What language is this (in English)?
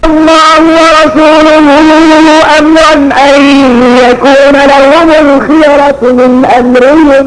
Maranao